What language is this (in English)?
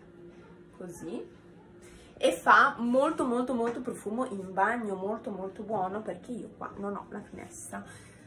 Italian